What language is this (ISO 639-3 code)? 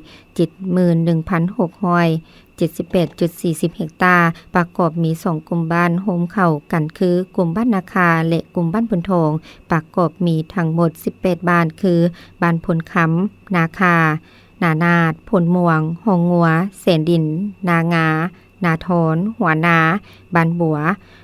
lao